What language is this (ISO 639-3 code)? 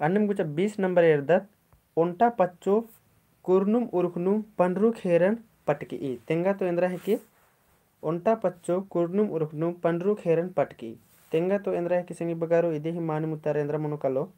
kru